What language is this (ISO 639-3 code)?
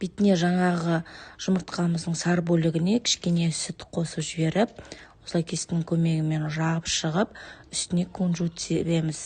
kaz